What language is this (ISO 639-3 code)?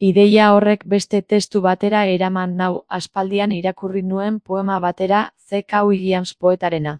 eus